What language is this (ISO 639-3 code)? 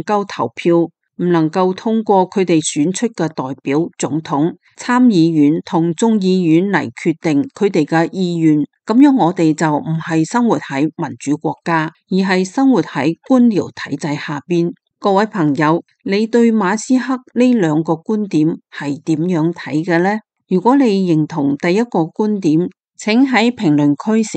yue